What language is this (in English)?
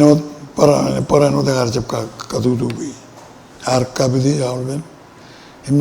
Marshallese